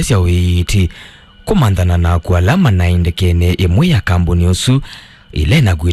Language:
Kamba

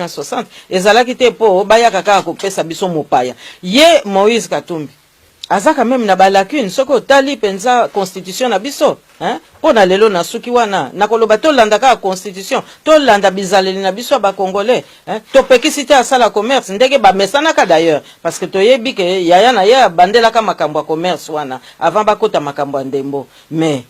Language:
Lingala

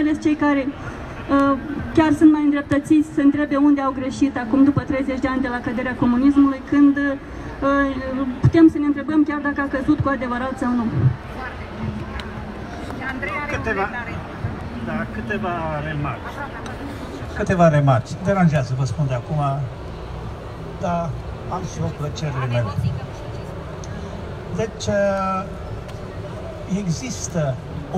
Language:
Romanian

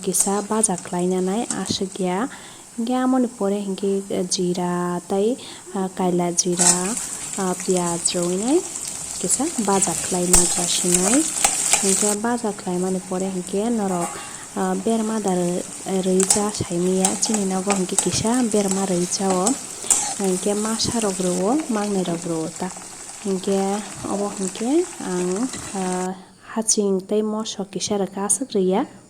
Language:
Kok Borok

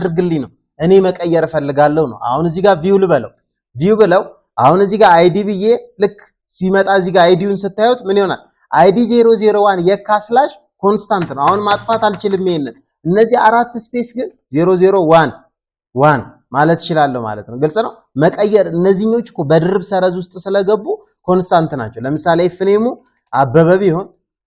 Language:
Amharic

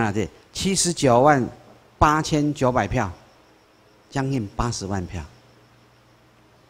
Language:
Chinese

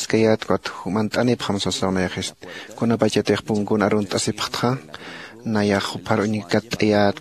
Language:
Aymara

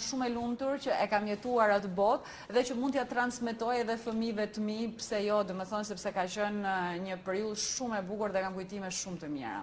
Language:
Albanian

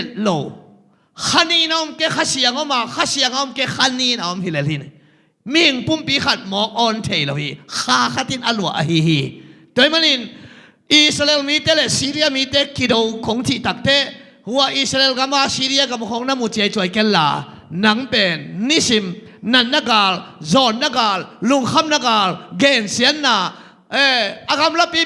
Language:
Tedim Chin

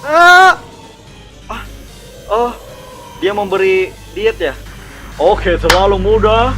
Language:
Banjar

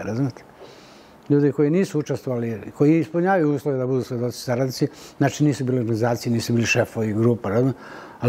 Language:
Serbian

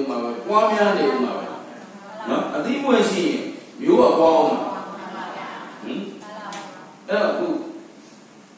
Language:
Burmese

